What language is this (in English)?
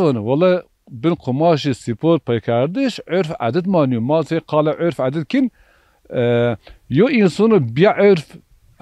Zaza